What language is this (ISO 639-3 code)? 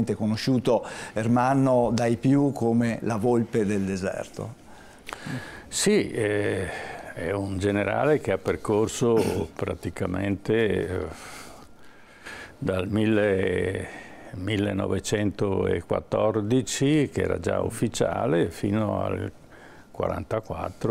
ita